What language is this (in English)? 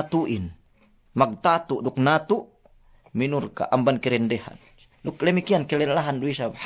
Yakan